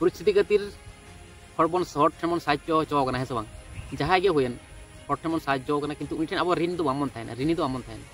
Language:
Santali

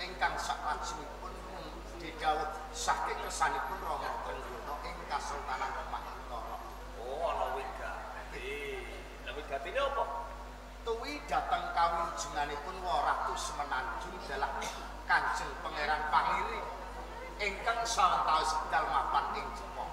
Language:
Javanese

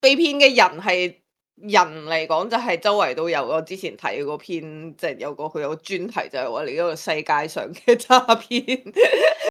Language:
Cantonese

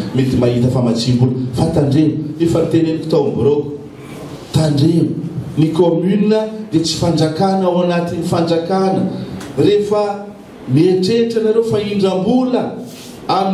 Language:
Malagasy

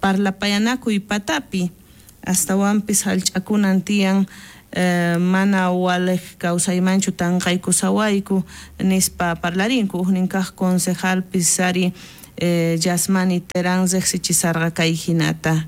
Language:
South Bolivian Quechua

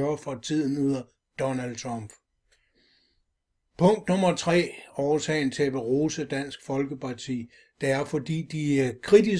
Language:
Danish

